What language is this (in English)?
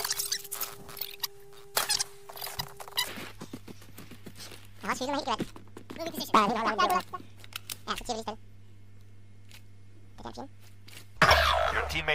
Danish